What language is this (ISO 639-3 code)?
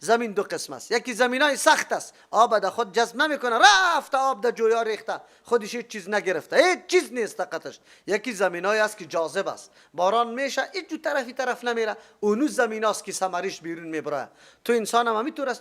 fas